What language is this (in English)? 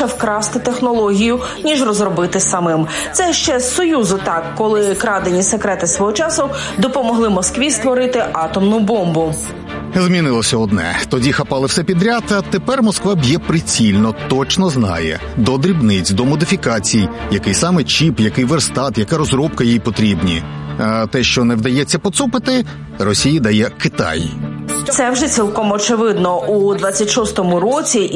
Ukrainian